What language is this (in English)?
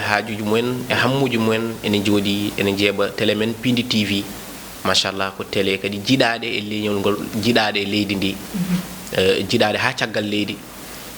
Fula